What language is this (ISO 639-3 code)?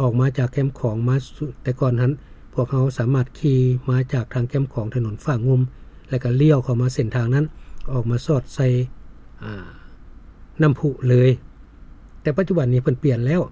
lao